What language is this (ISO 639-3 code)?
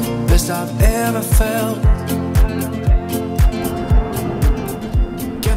nld